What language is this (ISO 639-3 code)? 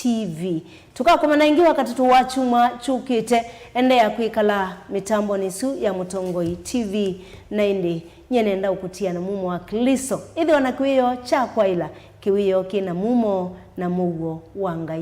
kam